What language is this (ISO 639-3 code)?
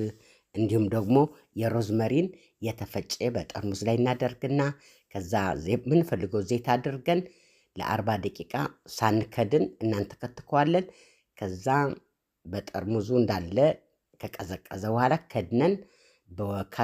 amh